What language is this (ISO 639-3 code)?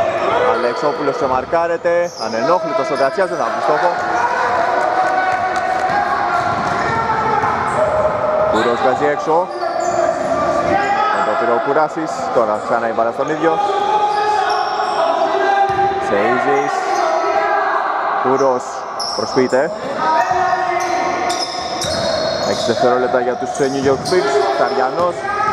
ell